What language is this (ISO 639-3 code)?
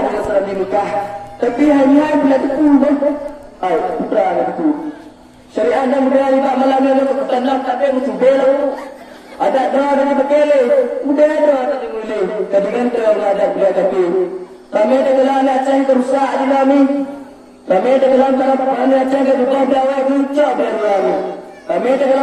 ace